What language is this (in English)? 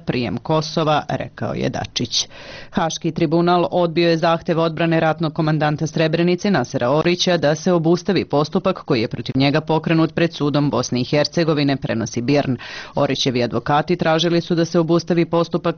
Serbian